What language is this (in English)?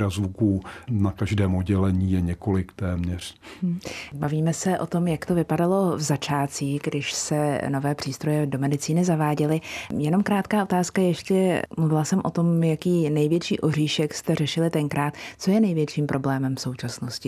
Czech